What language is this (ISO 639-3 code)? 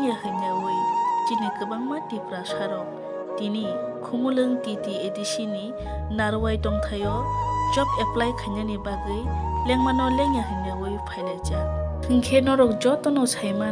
trp